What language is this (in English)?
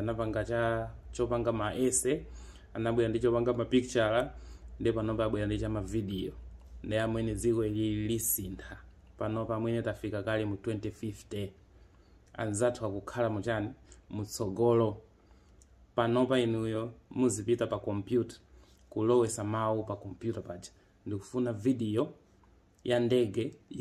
Nyanja